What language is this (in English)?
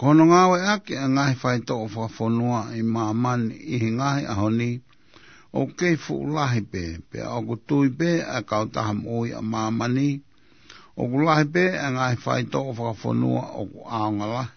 Tongan